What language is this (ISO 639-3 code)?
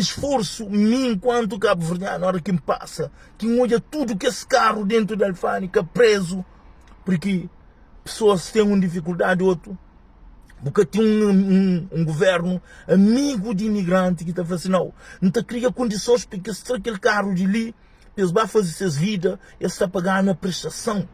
kea